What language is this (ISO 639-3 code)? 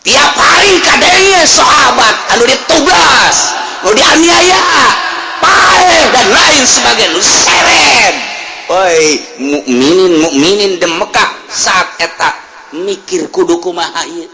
sun